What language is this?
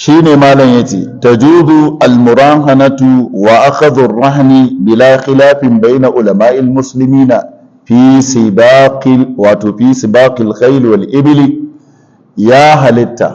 Hausa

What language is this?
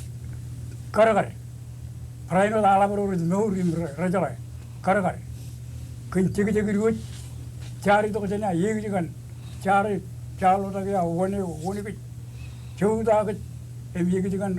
Marshallese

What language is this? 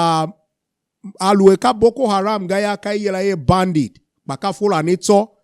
Tiv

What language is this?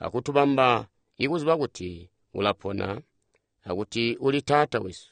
Tonga (Zambia)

